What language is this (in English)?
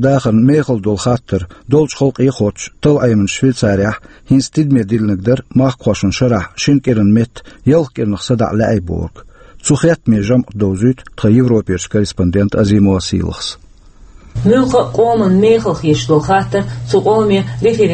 Chechen